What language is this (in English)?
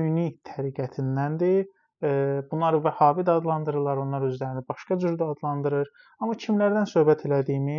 Azerbaijani